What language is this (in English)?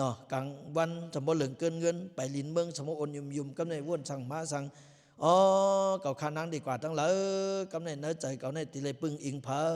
Lao